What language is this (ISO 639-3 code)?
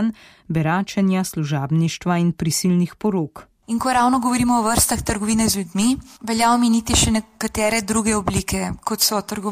slv